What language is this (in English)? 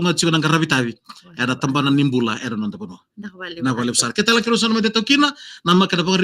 Fijian